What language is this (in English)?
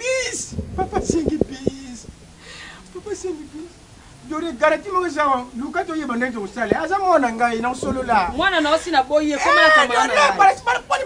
Lingala